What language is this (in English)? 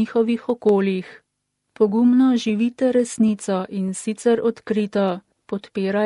Slovenian